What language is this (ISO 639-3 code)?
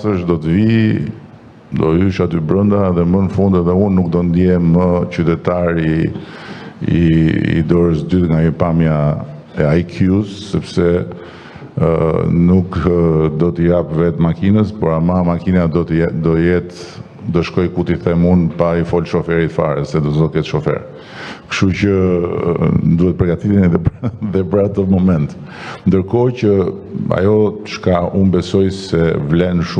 sqi